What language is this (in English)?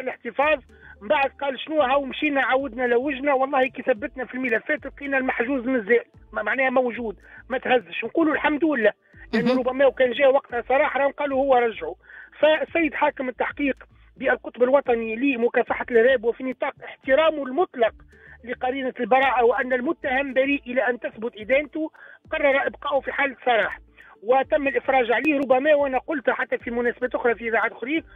Tunisian Arabic